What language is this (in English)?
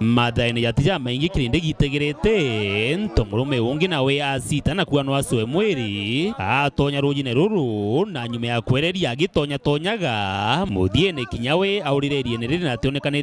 Meru